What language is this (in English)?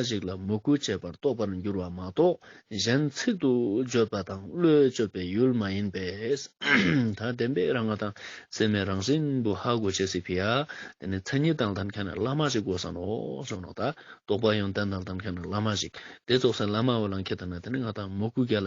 Ladakhi